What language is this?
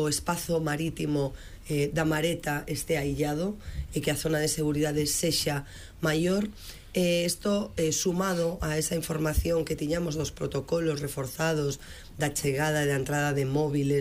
Galician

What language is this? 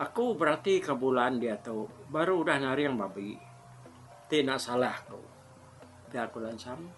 Iban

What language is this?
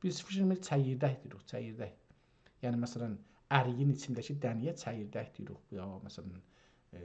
South Azerbaijani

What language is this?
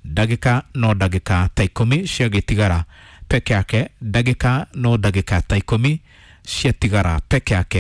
Kikuyu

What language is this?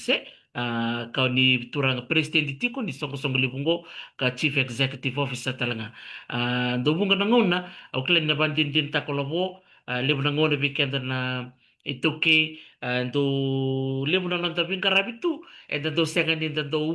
Fijian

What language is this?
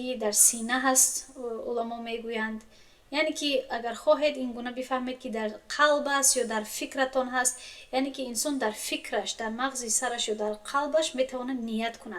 Tajik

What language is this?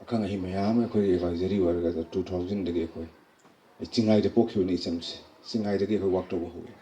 Manipuri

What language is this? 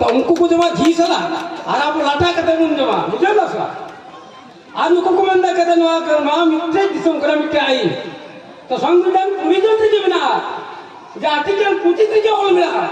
Santali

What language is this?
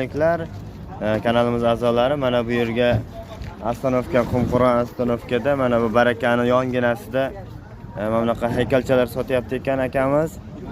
Uzbek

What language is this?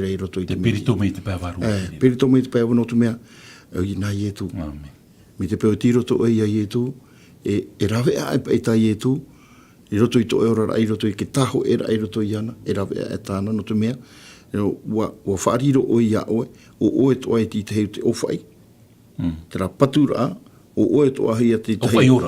Tahitian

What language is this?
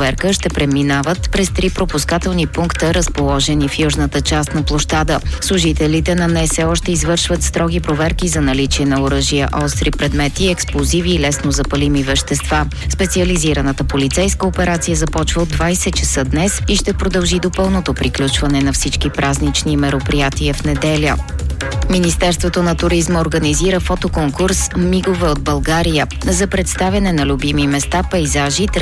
Bulgarian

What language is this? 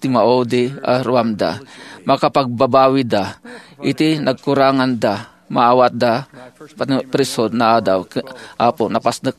Iloko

